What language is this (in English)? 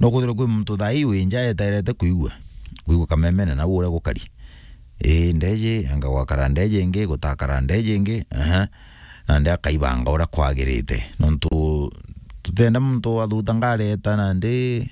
Meru